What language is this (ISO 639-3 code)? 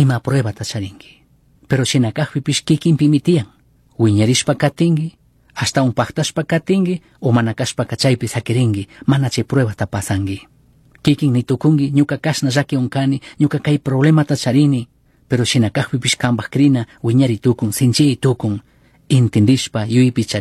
qug